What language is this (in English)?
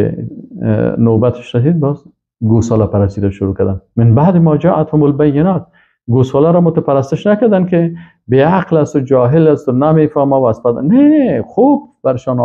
Persian